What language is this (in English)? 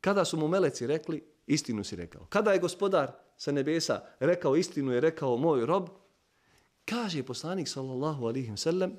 Bosnian